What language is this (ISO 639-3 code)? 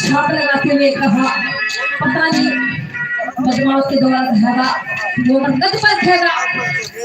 bgc